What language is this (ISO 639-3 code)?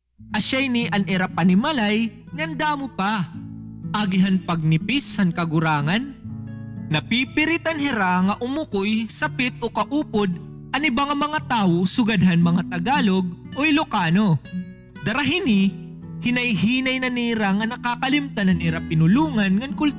war